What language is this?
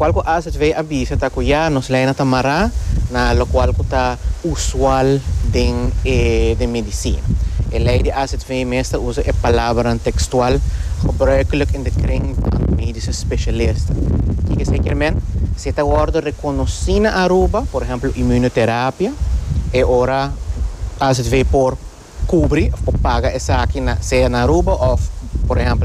Papiamento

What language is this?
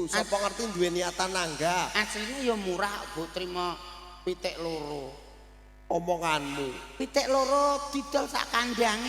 Javanese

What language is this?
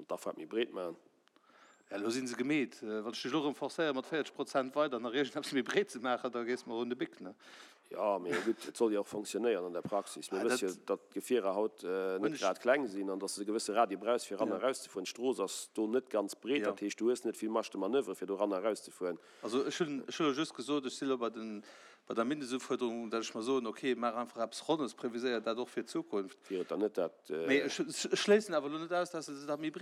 Luxembourgish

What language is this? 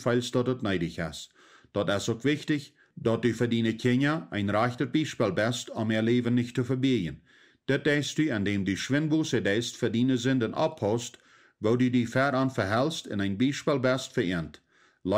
Plautdietsch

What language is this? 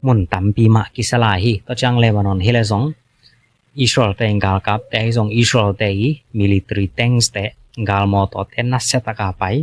Tedim Chin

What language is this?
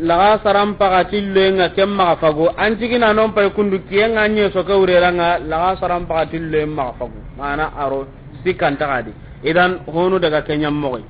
Soninke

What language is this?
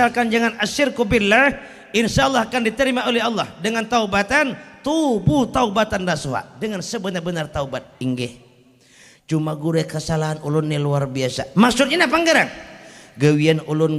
Banjar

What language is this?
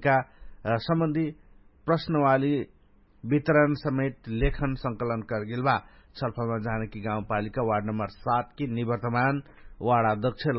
Dangaura Tharu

